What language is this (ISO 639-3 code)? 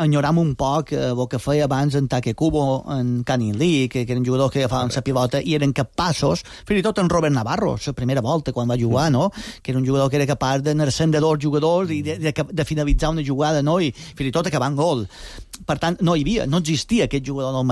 cat